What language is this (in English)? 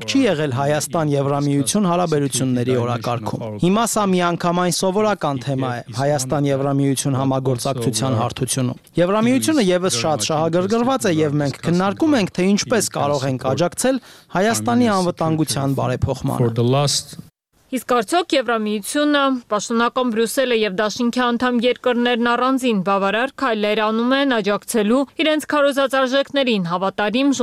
Armenian